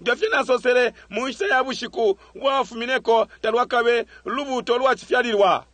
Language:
Bemba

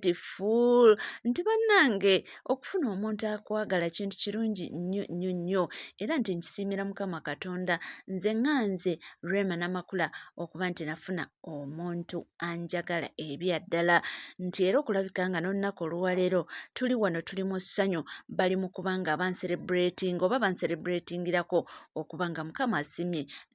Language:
Ganda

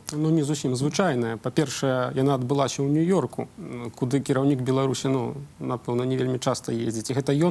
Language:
Belarusian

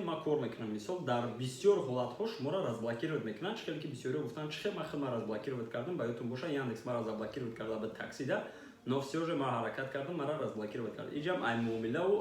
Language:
Tajik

